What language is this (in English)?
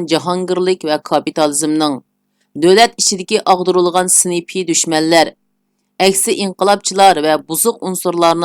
Uyghur